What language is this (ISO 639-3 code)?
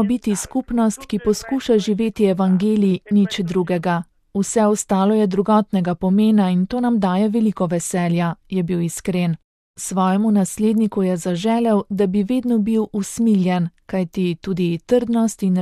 slv